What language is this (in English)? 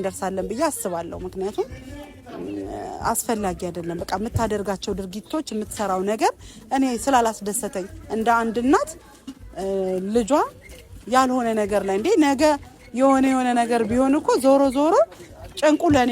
Amharic